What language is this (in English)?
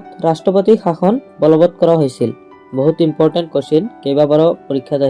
Assamese